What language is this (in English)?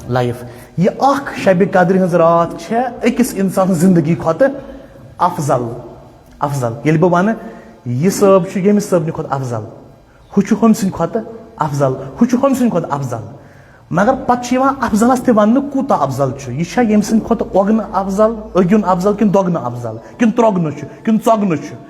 Kashmiri